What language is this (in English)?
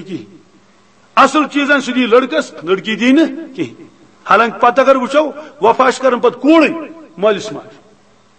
Kashmiri